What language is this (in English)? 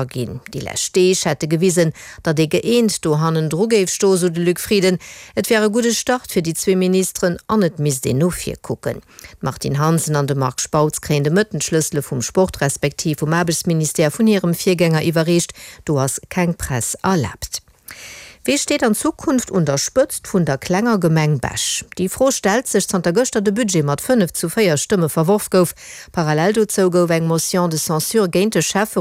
Luxembourgish